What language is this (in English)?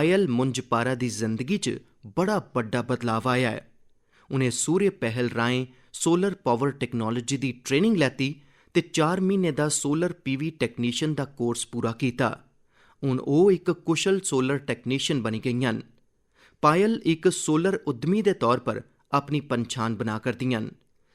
Dogri